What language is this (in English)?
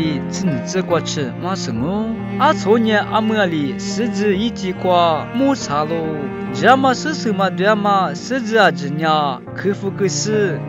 Lisu